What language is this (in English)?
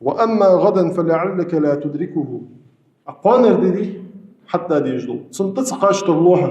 Ingush